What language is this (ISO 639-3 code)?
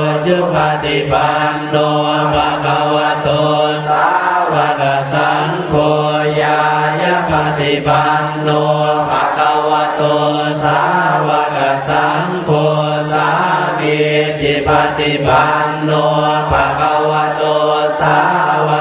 pli